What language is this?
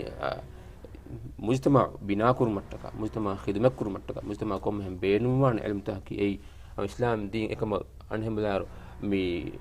Divehi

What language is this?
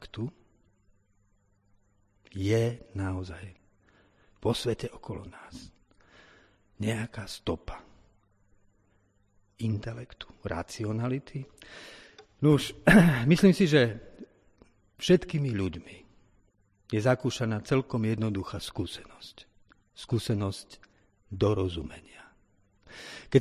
Slovak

